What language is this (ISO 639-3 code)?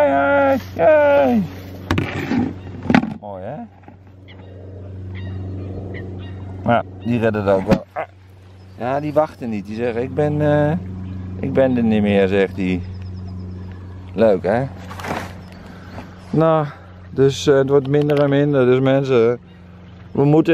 nld